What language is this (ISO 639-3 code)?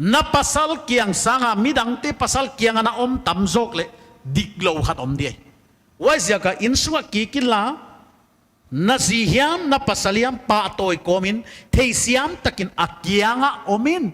pck